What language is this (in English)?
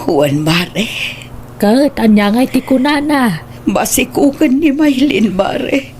Iloko